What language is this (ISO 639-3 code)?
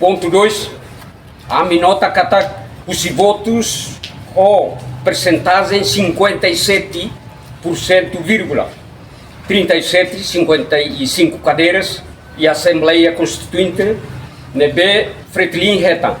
tet